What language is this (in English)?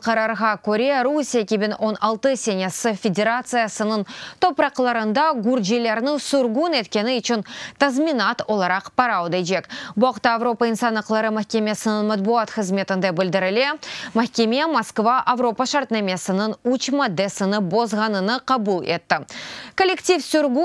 Crimean Tatar